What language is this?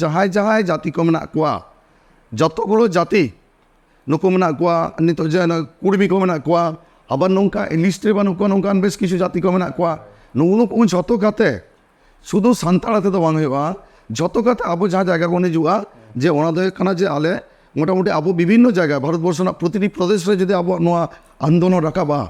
Santali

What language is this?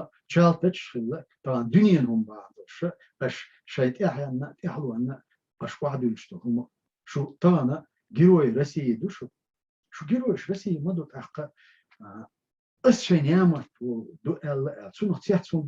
Chechen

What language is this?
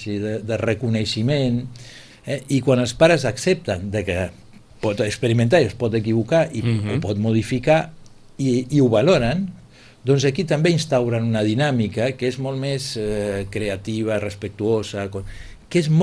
Catalan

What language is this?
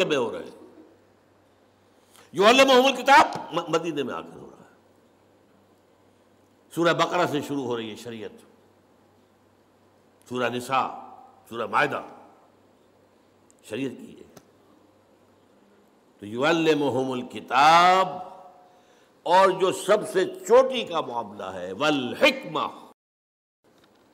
Urdu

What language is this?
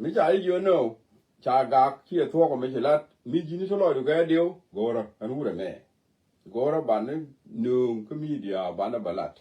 Nuer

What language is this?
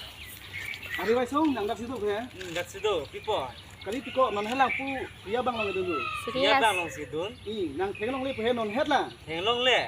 Karbi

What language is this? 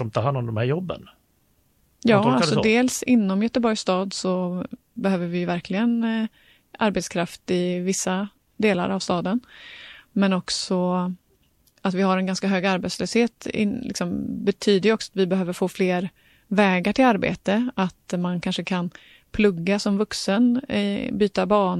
Swedish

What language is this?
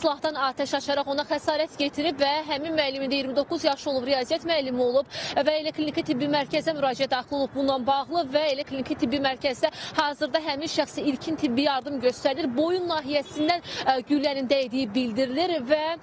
Azerbaijani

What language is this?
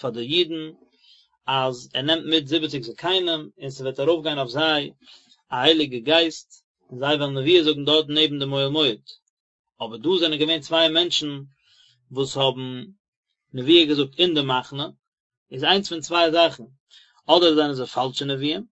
Yiddish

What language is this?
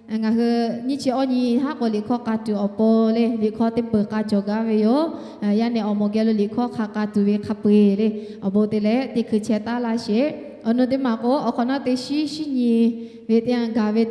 Lahu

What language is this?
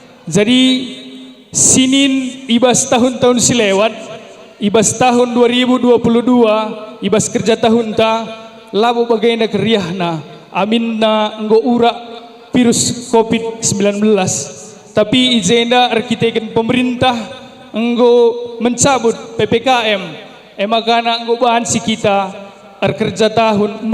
Batak Karo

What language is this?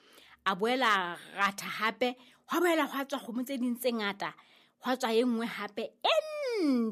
Southern Sotho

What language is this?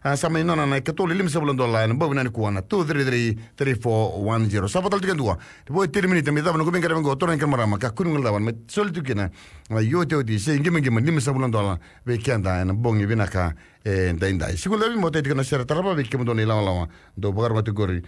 Fijian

